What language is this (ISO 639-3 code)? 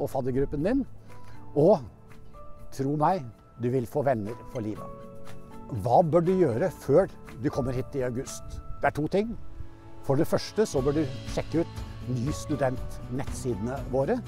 nor